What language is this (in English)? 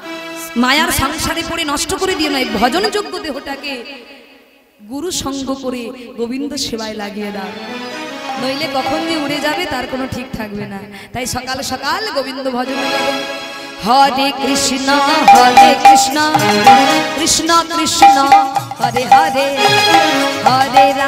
Bangla